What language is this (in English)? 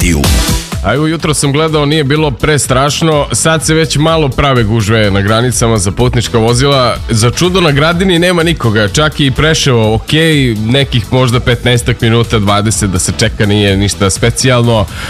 Serbian